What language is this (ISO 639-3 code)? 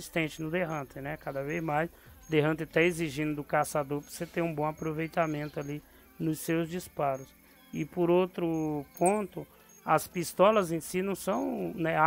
por